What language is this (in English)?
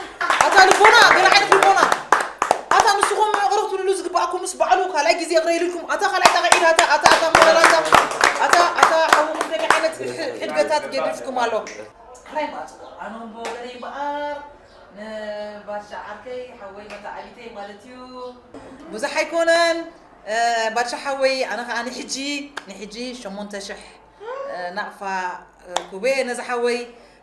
Tigrinya